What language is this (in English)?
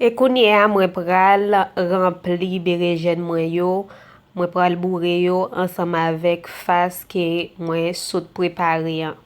Haitian Creole